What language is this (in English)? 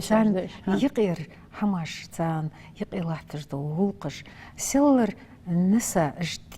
Ingush